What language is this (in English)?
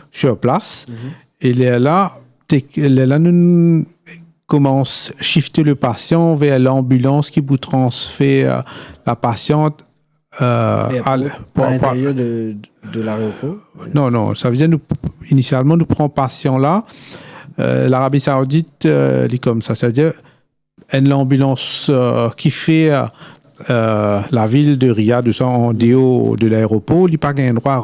Morisyen